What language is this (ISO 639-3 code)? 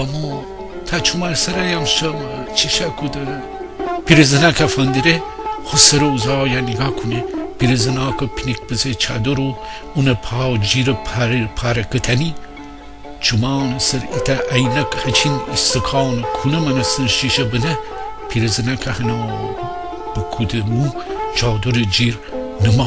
glk